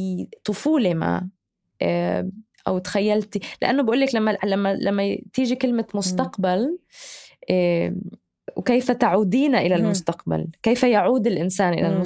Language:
North Levantine Arabic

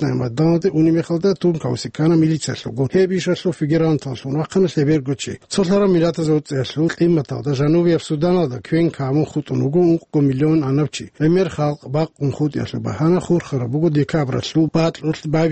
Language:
Avaric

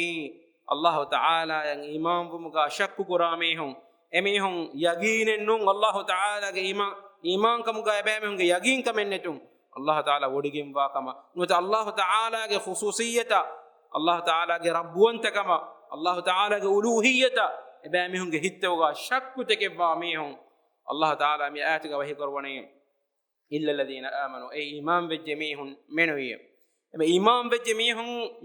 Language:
Divehi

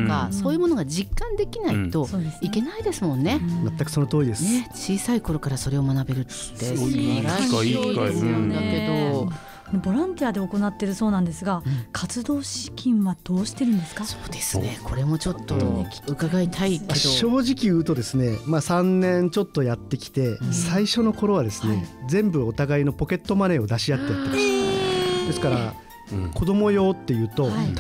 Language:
Japanese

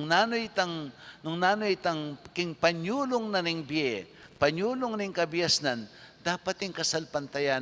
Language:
Pampanga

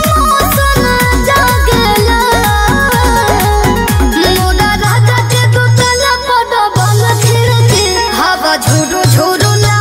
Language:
Bhojpuri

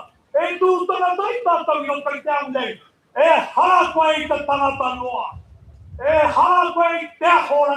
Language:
Māori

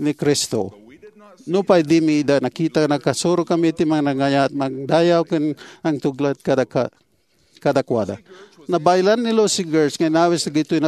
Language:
Iloko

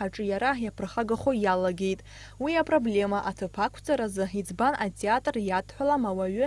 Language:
Abkhazian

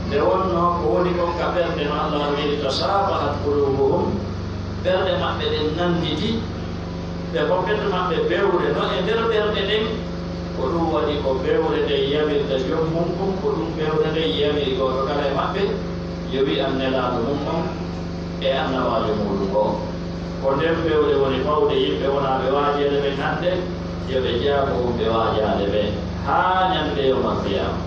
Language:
Pular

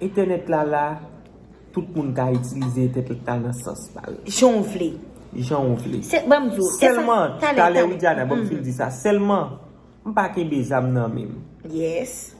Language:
Haitian Creole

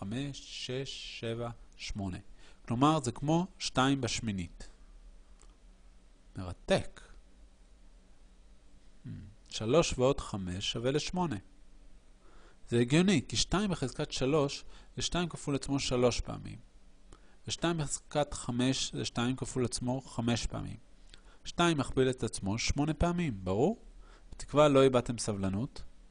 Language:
Hebrew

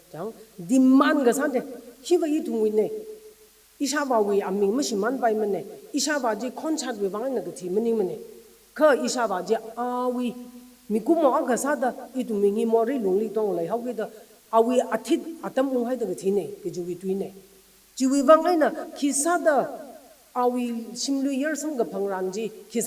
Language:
Tangkhul Naga (India)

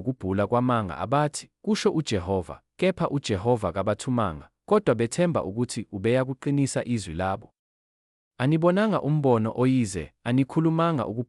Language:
Zulu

